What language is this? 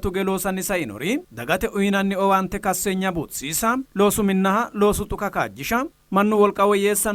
Sidamo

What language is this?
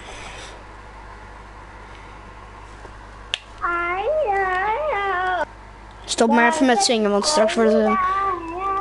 Dutch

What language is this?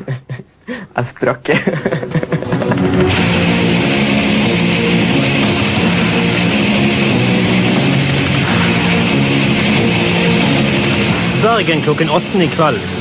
Norwegian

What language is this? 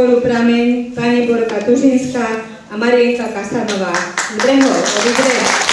Slovak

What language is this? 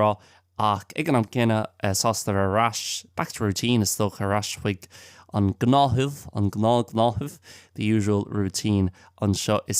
Irish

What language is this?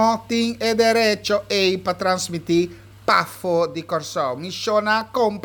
Papiamento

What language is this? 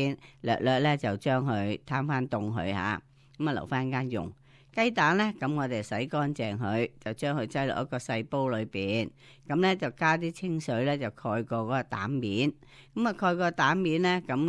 Cantonese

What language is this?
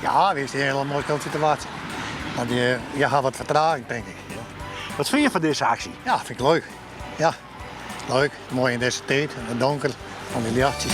Western Frisian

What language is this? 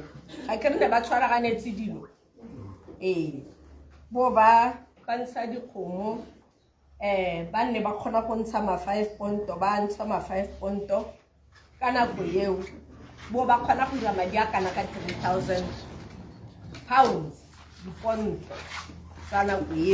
Tswana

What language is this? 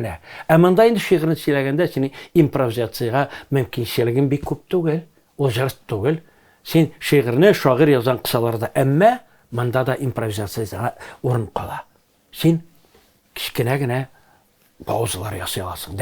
Tatar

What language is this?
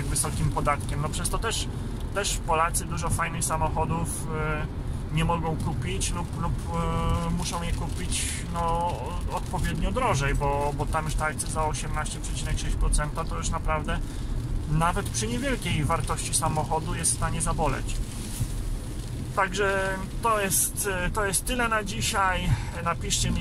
Polish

